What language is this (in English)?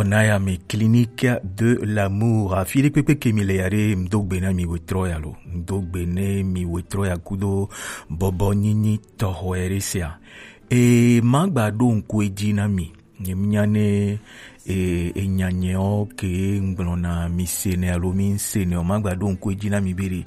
Gen